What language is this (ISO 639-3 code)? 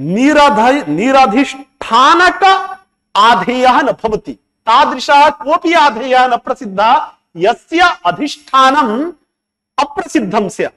san